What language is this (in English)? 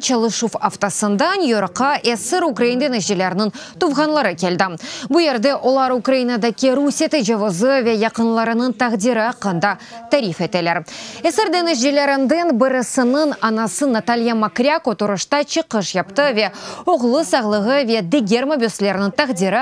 Crimean Tatar